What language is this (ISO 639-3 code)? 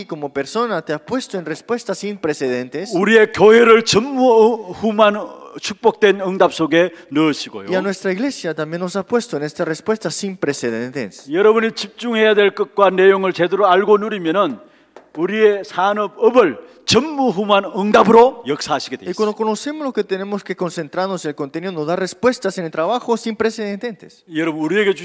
kor